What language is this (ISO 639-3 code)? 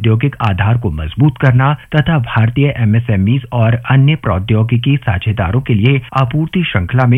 hin